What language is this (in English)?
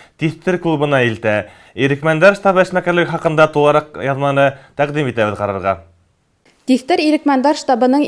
Bashkir